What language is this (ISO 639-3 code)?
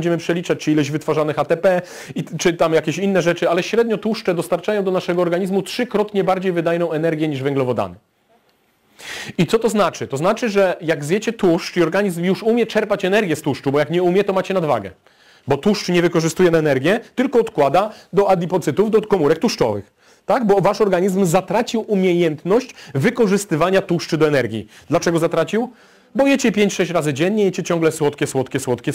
pol